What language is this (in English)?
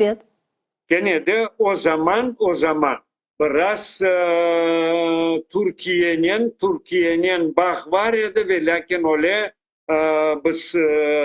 Crimean Tatar